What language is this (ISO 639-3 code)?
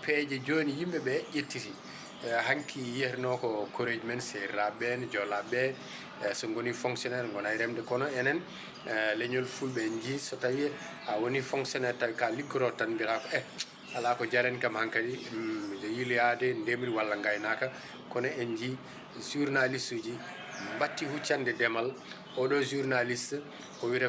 ful